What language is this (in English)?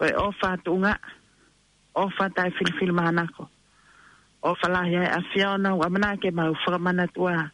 Tongan